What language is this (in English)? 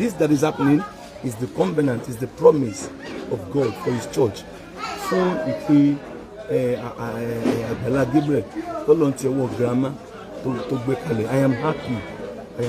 Yoruba